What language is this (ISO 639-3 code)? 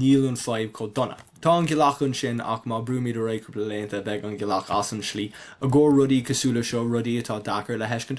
gle